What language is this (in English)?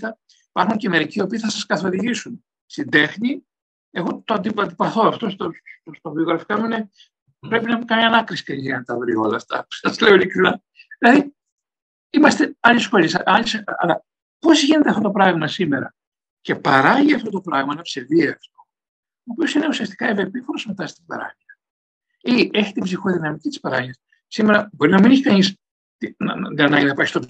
Greek